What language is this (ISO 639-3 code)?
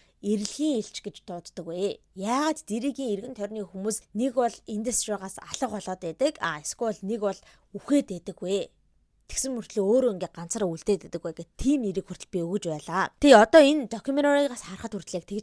mon